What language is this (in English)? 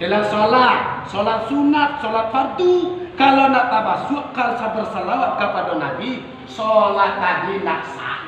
Minangkabau